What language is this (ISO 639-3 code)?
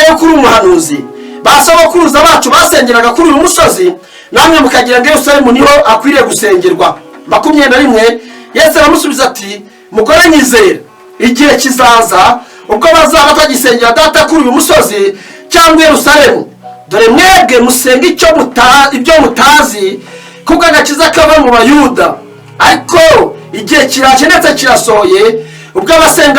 kin